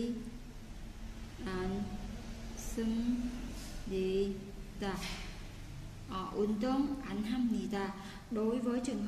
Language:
Vietnamese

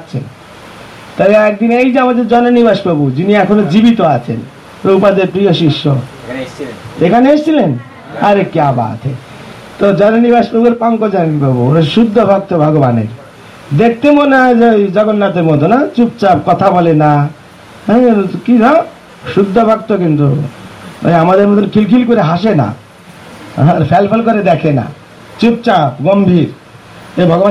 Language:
Bangla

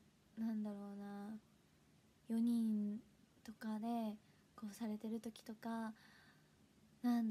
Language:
Japanese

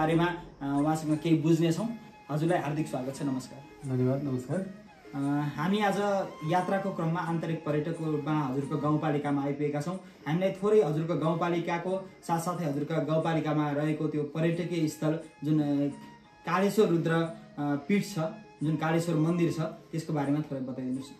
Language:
Nepali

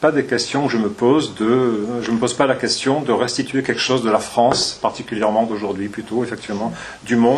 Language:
French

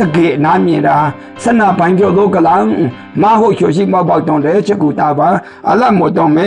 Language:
Maru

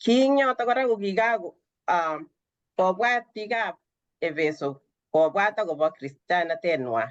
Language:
Kalenjin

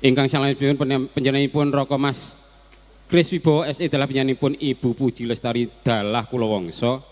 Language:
Javanese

